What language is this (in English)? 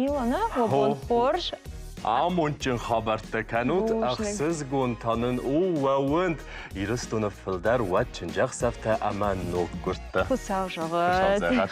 Ossetic